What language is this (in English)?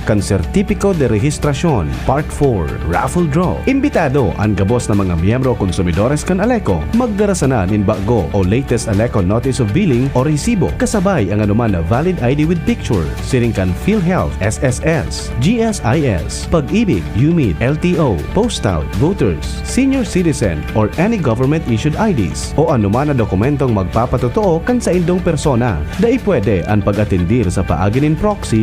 Bikol